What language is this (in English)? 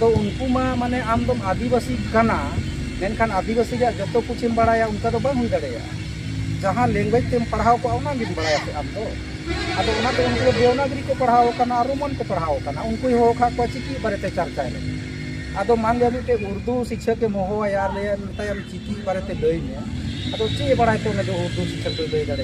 Santali